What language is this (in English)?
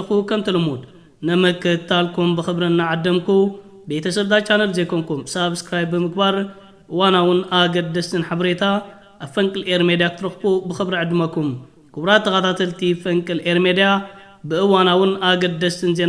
Tigrinya